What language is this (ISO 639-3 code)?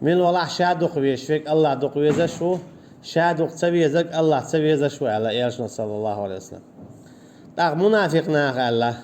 che